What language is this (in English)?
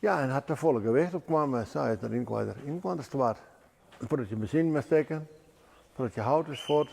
Western Frisian